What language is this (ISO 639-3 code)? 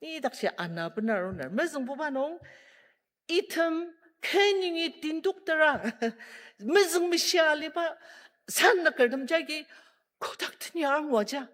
njo